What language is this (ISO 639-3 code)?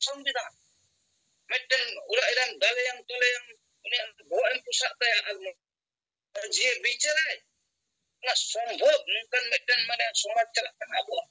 sat